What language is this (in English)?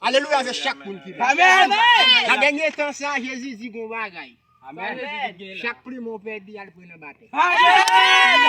Haitian Creole